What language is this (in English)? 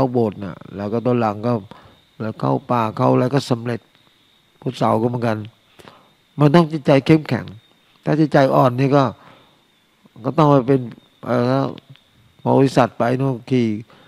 Thai